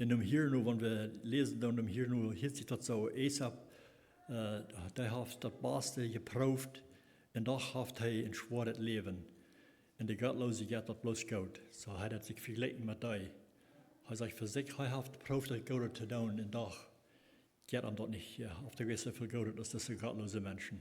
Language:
Plautdietsch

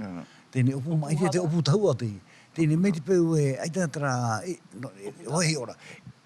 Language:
Tahitian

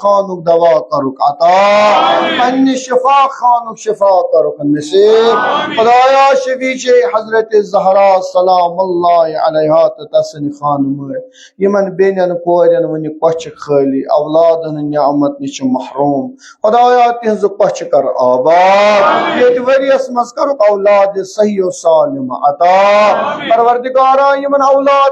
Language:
Kashmiri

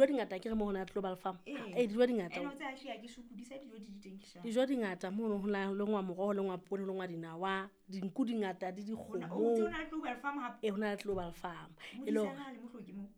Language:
Southern Sotho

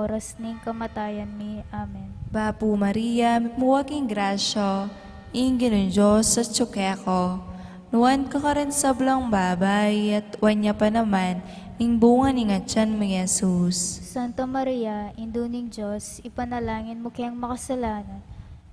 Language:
Pampanga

